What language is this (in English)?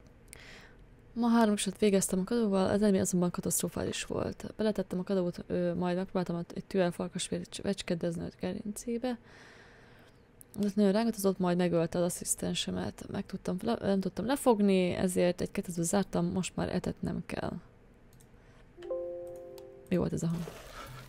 Hungarian